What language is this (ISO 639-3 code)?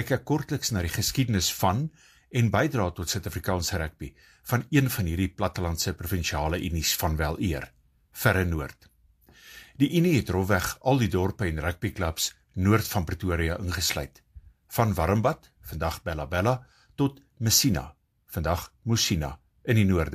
afr